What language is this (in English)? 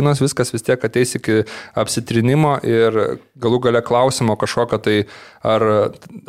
Lithuanian